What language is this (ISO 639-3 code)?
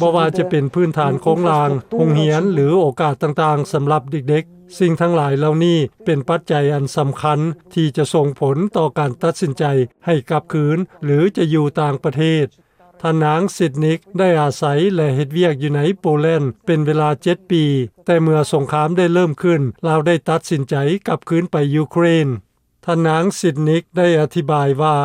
lao